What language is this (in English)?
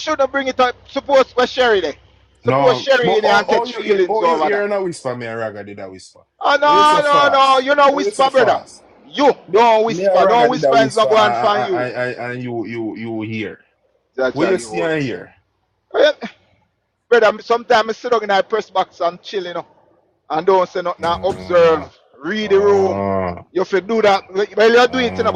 Jamaican Creole English